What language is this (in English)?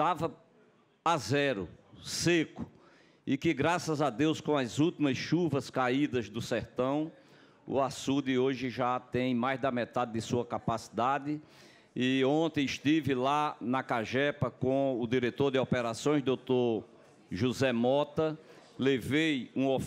Portuguese